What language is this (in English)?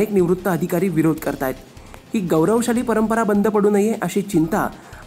Marathi